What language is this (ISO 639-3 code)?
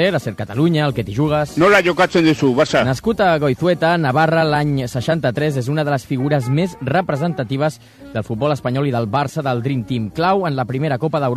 cat